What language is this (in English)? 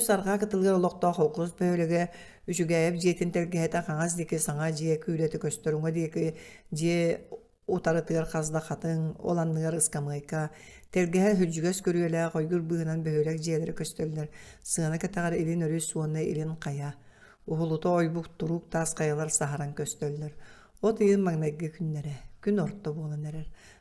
Yakut